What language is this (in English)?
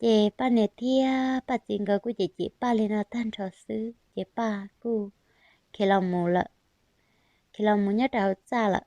Hmong